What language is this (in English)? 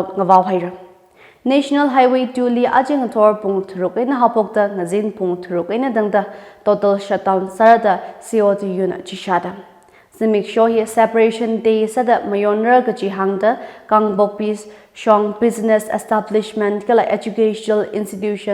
Tangkhul Naga (India)